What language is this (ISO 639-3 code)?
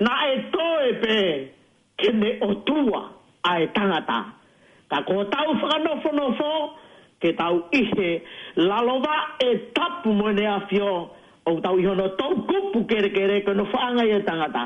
ton